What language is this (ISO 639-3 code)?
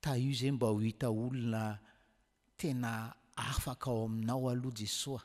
mlg